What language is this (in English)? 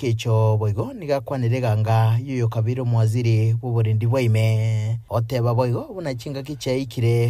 Gusii